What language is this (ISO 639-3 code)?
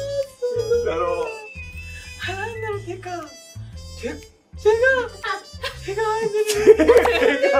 jpn